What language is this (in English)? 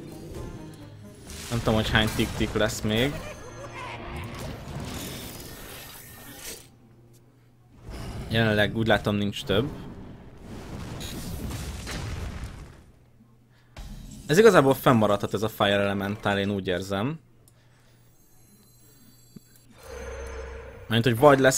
Hungarian